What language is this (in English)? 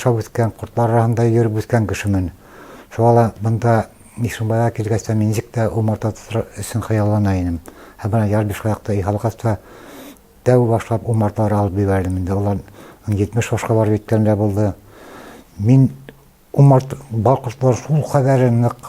Bashkir